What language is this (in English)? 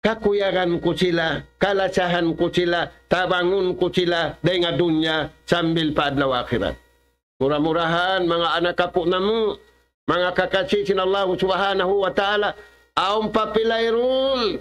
Tausug